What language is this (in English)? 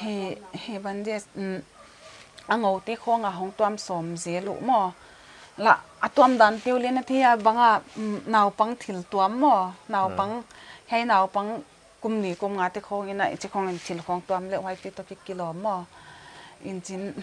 Paite Chin